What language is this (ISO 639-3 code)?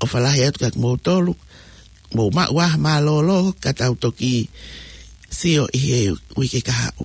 ton